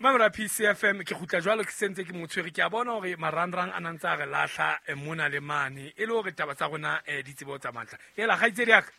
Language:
Southern Sotho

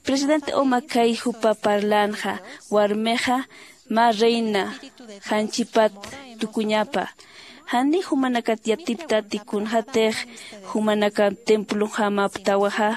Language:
Aymara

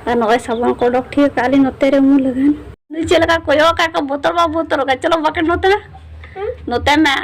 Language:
Santali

